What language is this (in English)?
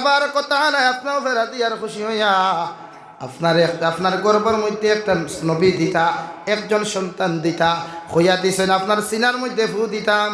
Sylheti